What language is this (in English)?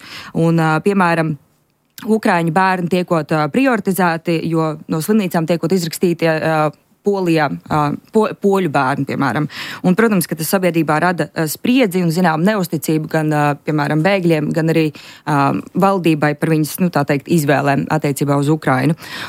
Latvian